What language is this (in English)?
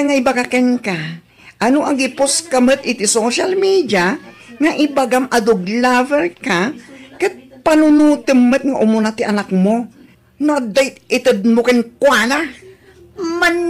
Iloko